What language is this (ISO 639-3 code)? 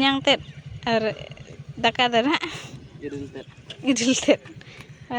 sat